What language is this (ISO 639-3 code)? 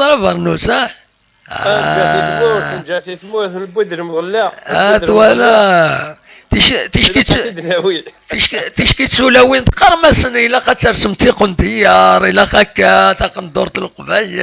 kab